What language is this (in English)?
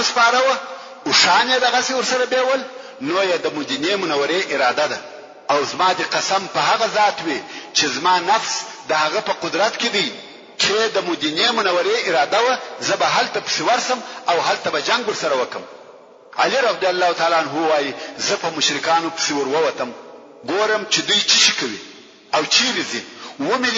Pashto